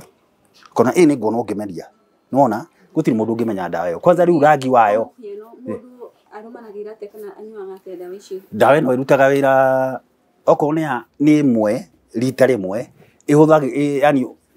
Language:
Kikuyu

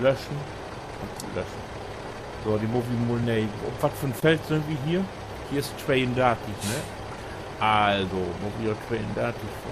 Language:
Low German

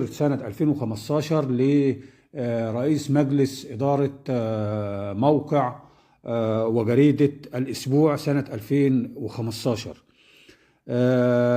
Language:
Egyptian Arabic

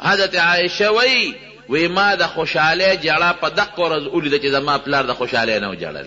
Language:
Pashto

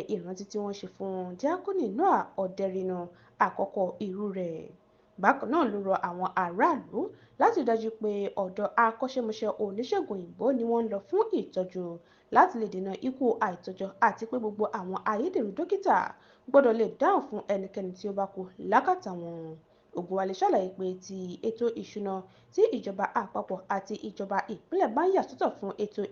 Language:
Yoruba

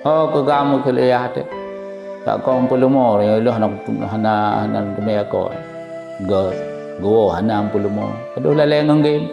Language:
Achinese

